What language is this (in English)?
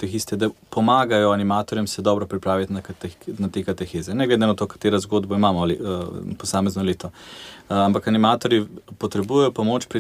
Slovenian